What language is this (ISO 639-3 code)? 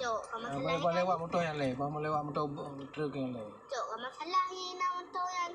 ace